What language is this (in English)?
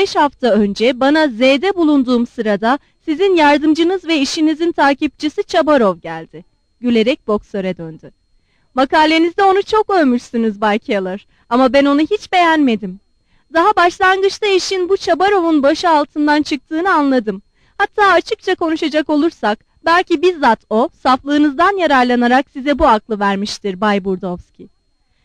Turkish